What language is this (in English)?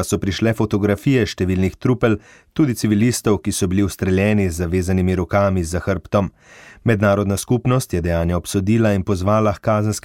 Slovenian